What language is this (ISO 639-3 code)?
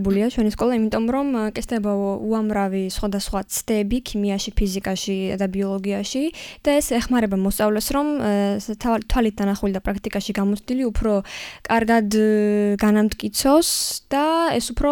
kat